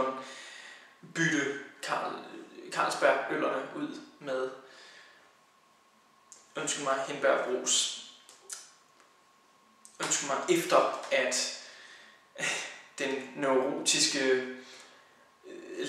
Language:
Danish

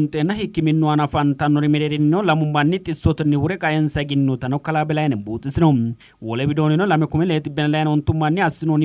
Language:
Sidamo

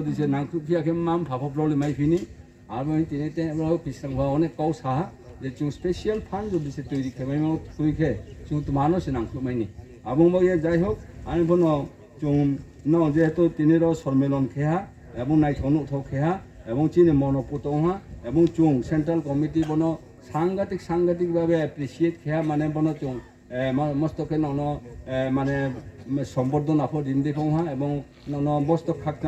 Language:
Riang (India)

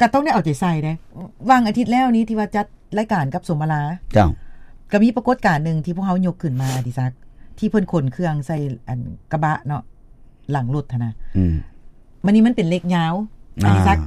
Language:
Lao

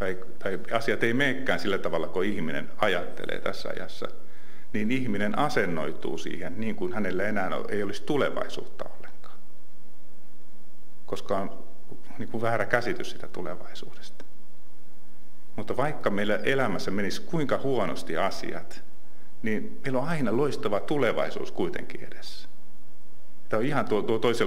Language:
Finnish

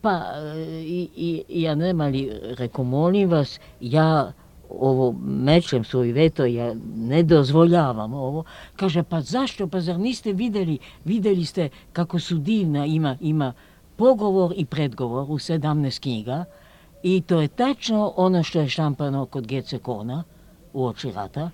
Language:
Serbian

